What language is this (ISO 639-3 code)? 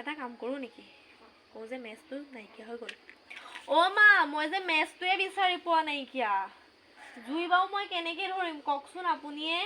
asm